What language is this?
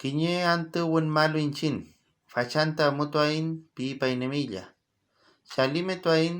Mapuche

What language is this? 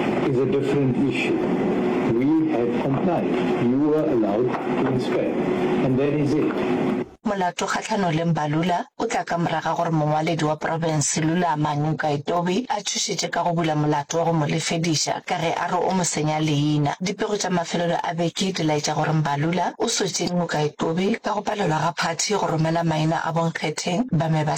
Northern Sotho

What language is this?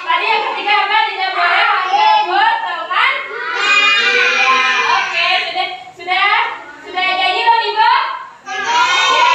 Banjar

